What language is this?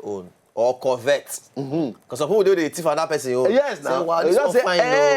Nigerian Pidgin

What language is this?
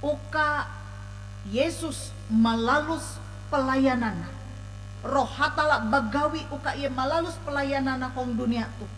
Ngaju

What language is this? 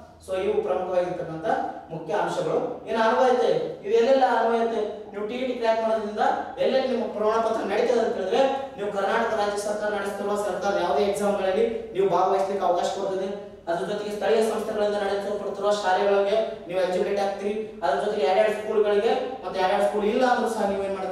Kannada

